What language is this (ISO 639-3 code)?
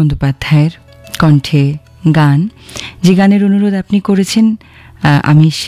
ben